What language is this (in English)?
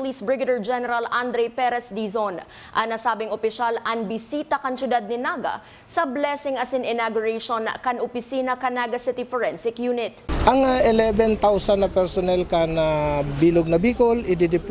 Bikol